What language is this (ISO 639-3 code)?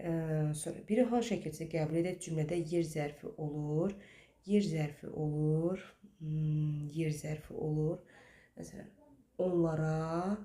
aze